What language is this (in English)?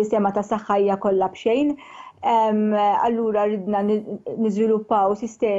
Maltese